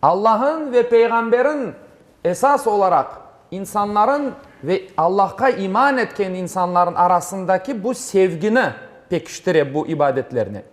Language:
Crimean Tatar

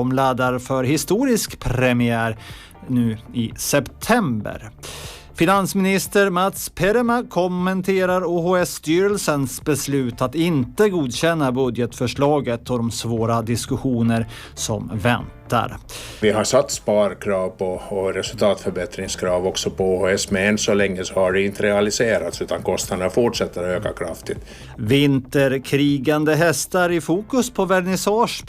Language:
Swedish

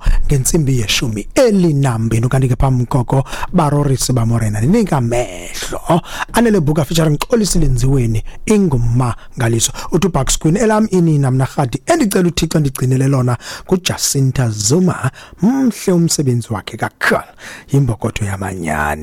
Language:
Xhosa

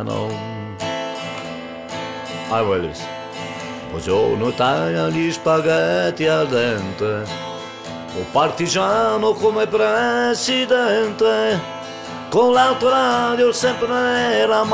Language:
Croatian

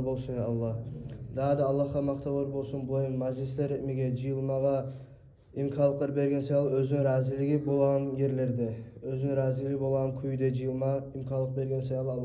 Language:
Kumyk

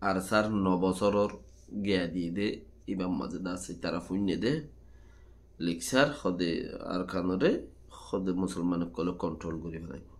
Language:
Rohingya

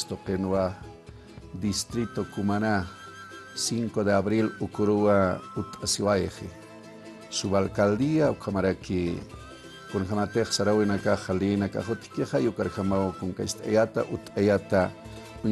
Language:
Aymara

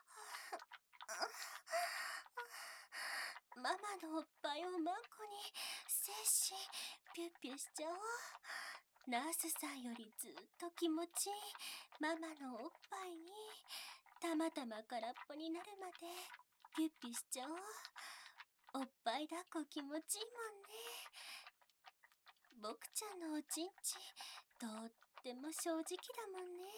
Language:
Japanese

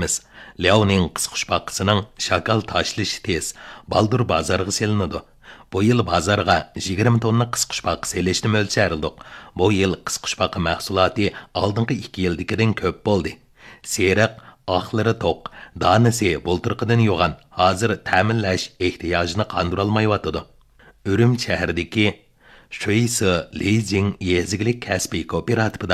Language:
Uyghur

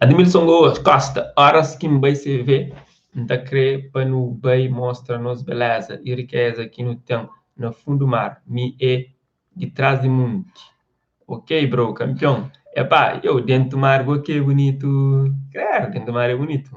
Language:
Kabuverdianu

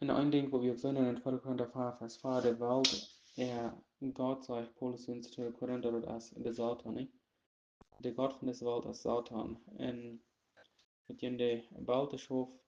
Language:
Plautdietsch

